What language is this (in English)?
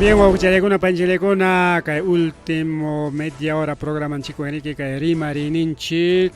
Ayacucho Quechua